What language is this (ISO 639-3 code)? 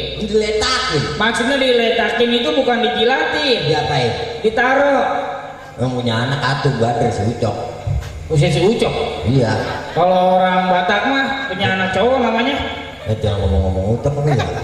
bew